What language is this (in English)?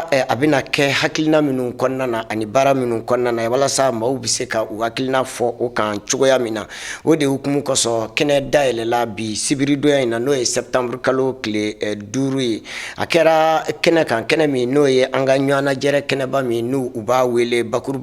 Bambara